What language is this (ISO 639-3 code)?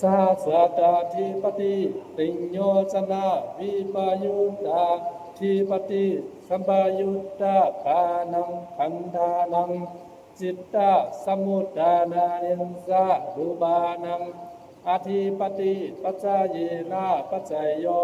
pli